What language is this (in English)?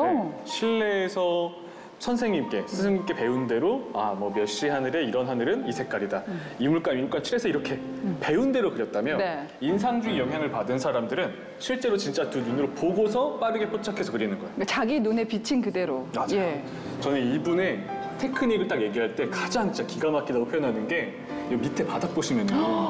Korean